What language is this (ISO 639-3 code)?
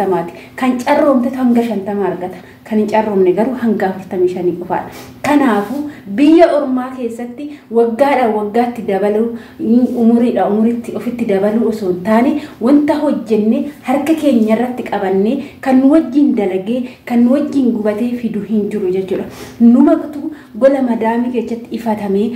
orm